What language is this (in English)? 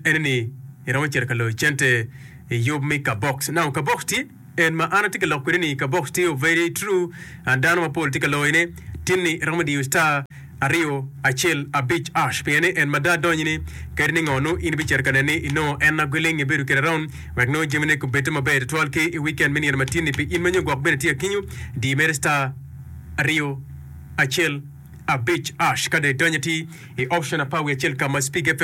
Acoli